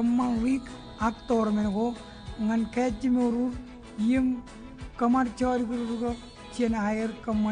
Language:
Marshallese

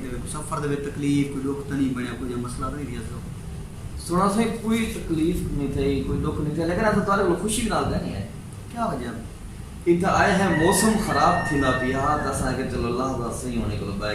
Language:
Saraiki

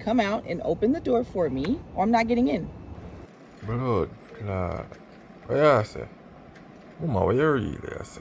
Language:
Jamaican Creole English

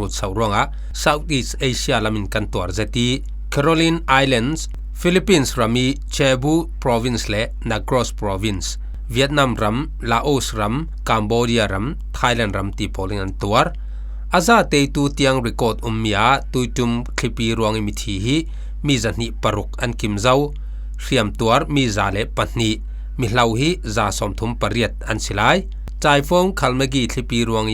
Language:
Falam Chin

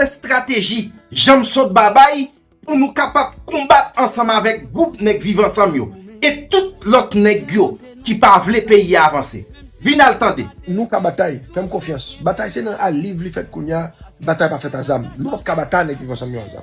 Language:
Haitian Creole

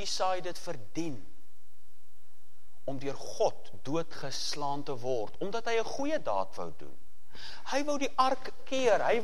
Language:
Afrikaans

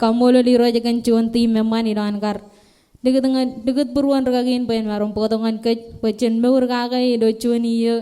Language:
Marshallese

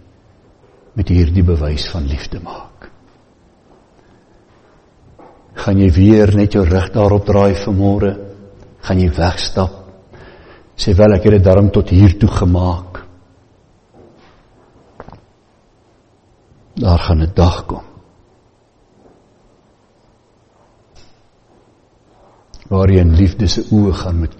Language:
Afrikaans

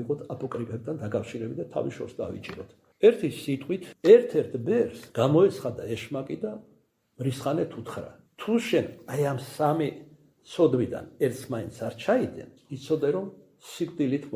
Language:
Georgian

